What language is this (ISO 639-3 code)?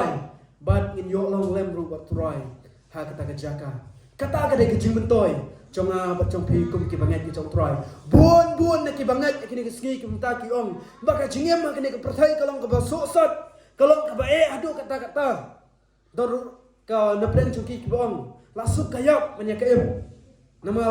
kha